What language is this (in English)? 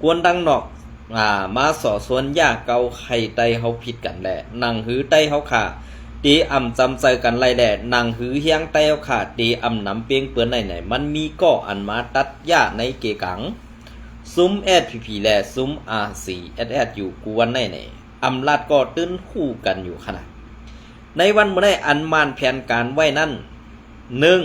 Shan